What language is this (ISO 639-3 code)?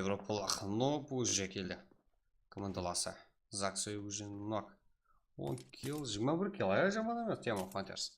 kaa